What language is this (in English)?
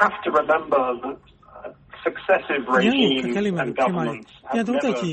Burmese